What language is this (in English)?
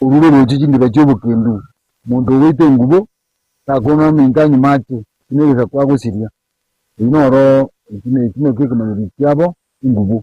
Gusii